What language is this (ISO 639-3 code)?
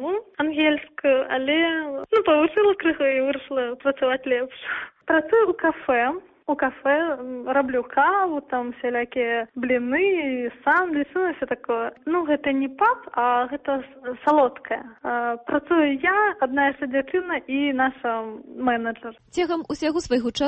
bel